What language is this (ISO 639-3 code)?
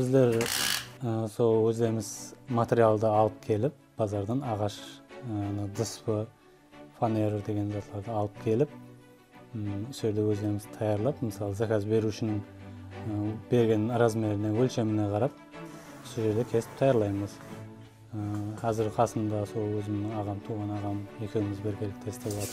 kaa